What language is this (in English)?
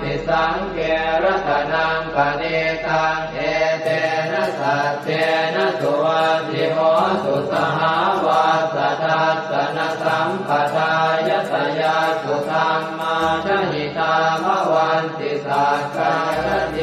Pali